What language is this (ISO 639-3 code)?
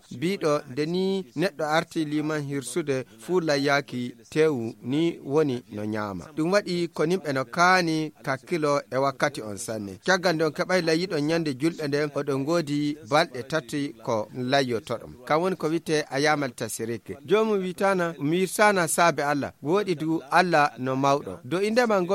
ful